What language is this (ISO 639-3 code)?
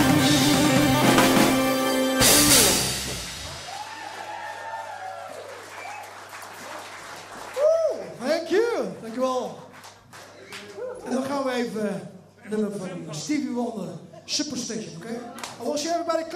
nld